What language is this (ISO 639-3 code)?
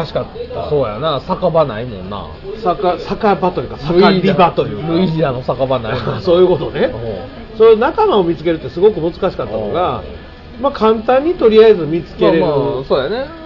jpn